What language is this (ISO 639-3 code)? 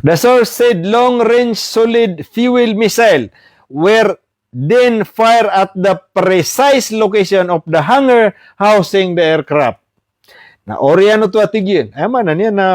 mrw